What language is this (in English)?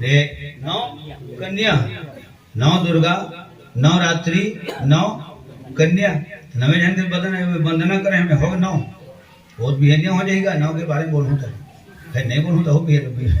Chhattisgarhi